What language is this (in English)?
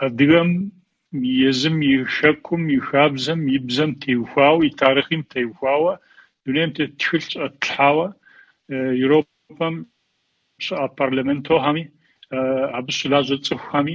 Kabardian